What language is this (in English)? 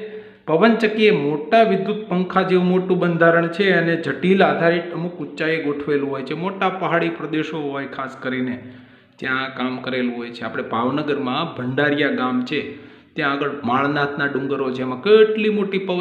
Gujarati